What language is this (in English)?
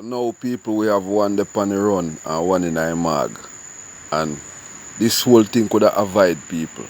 Jamaican Creole English